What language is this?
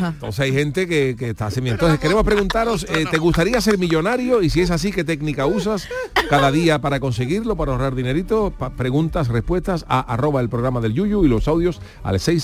Spanish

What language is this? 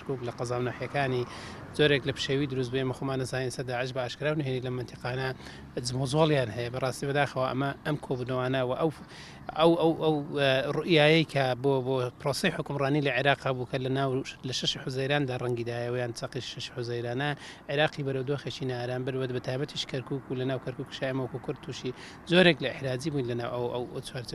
Central Kurdish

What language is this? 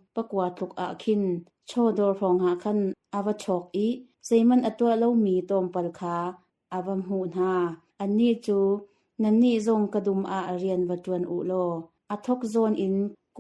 Hakha Chin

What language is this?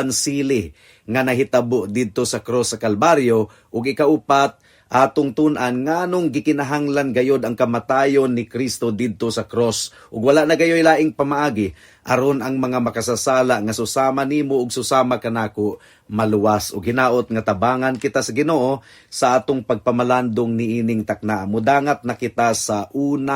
Cebuano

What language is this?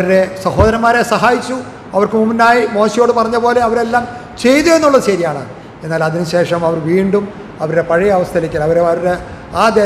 Malayalam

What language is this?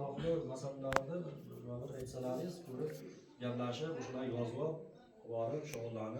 Uzbek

